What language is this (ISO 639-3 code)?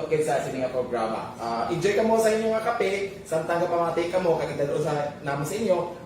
hil